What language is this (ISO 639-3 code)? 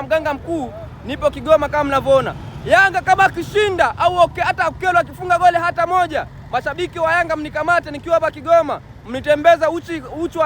swa